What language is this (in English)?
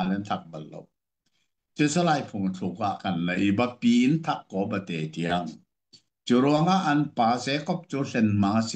Hakha Chin